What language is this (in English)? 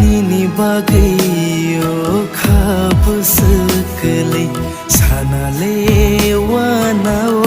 Kok Borok